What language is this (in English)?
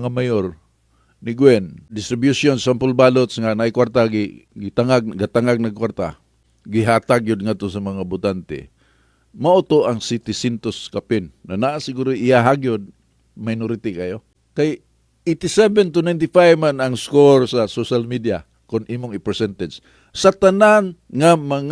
Cebuano